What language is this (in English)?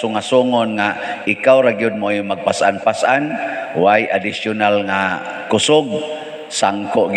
Cebuano